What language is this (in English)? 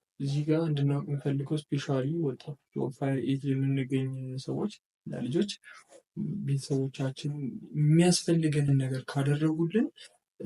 Amharic